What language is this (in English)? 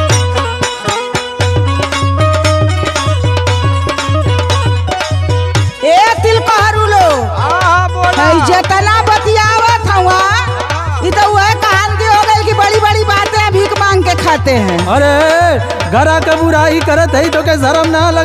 Bhojpuri